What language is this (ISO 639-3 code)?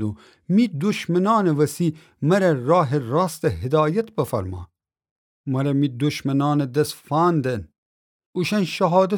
glk